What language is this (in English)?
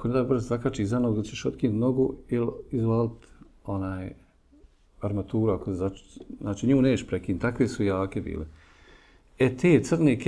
Bosnian